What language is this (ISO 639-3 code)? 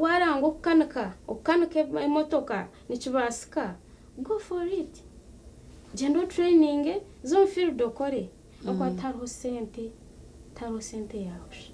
nyn